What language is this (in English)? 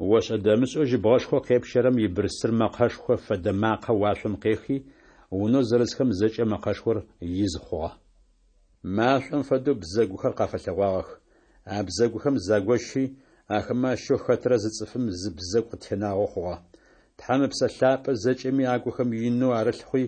Adyghe